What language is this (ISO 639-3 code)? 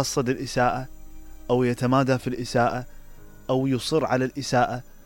acm